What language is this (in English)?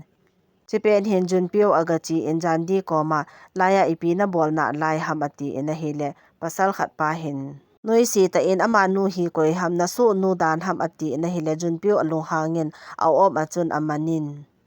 Thado Chin